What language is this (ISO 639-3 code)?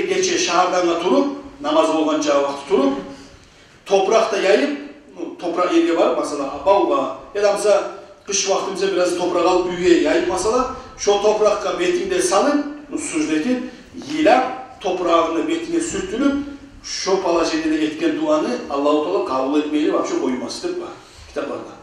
kum